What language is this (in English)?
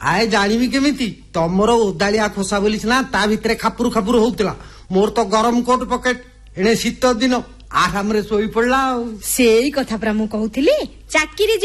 Odia